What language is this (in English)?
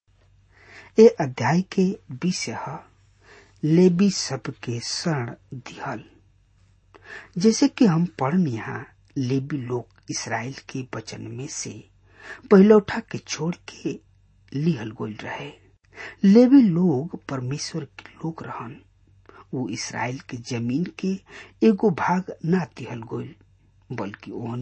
Bhojpuri